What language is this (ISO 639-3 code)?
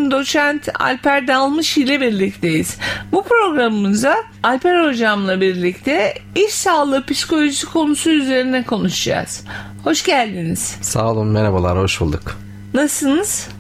tur